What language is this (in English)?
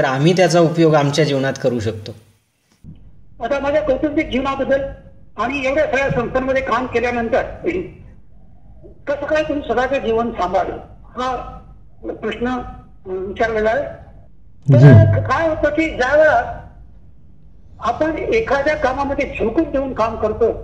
Marathi